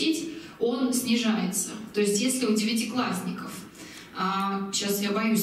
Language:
Russian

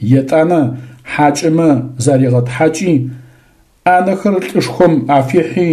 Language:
Adyghe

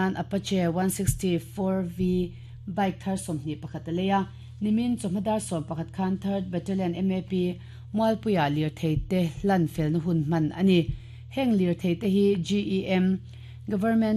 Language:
Mizo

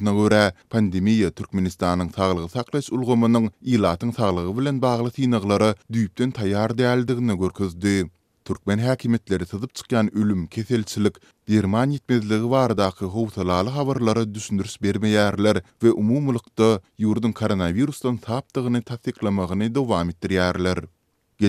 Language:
Turkmen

